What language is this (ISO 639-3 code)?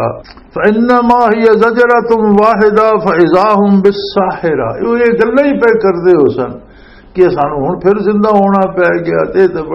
lah